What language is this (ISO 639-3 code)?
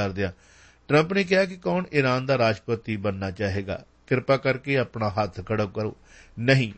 pan